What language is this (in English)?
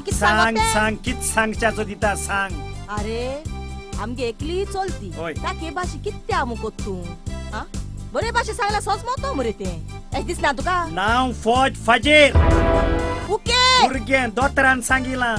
Konkani